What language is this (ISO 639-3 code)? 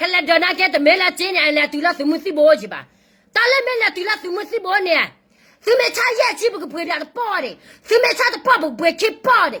ksw